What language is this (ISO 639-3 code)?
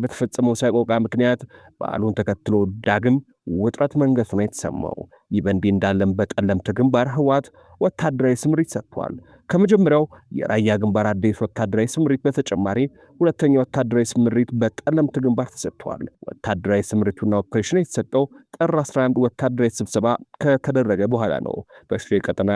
amh